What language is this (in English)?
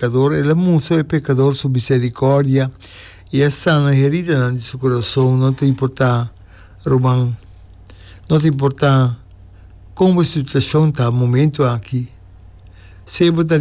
Papiamento